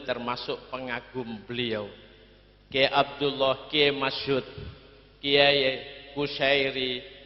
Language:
Madurese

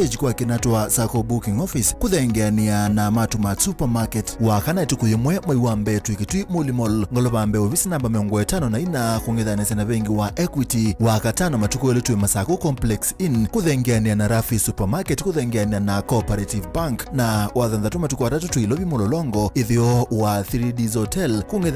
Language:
Kamba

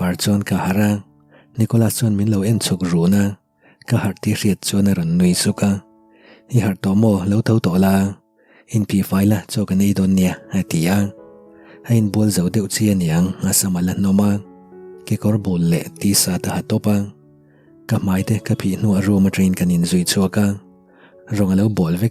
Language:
Mizo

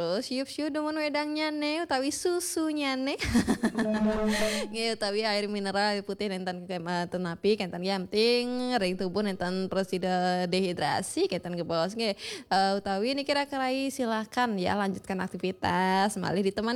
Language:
Balinese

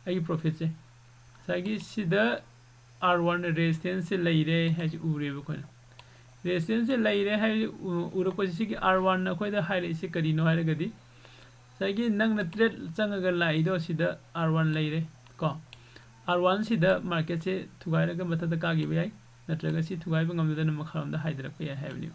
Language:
Manipuri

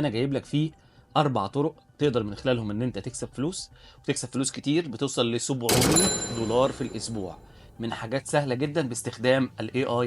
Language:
Egyptian Arabic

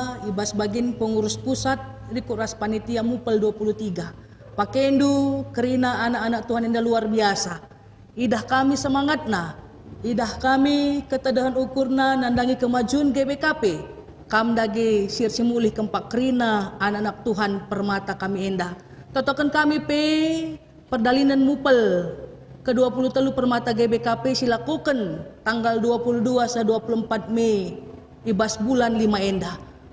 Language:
Batak Karo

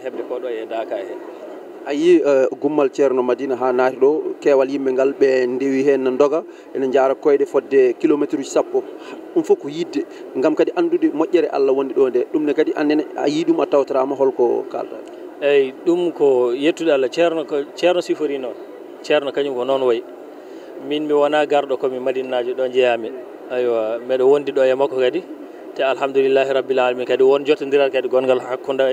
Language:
Fula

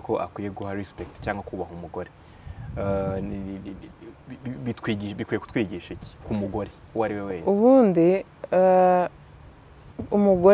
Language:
Kinyarwanda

